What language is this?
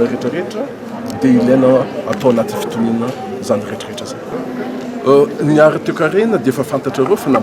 Malagasy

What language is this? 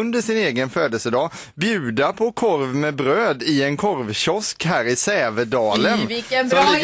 Swedish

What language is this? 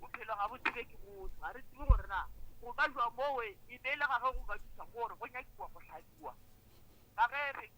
Northern Sotho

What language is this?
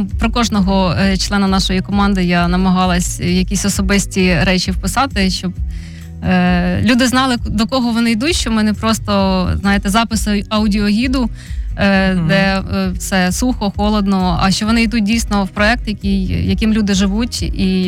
Ukrainian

